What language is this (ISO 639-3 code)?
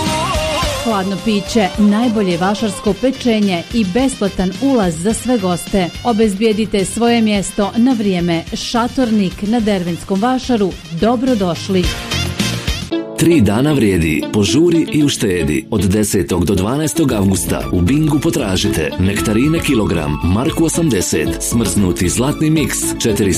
bos